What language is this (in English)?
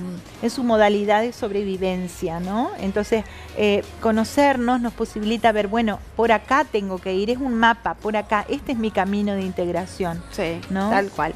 Spanish